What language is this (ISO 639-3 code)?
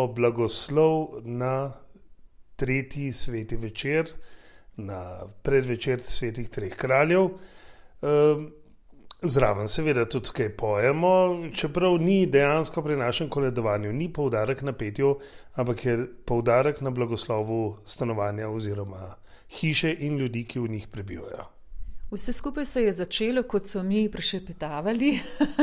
slv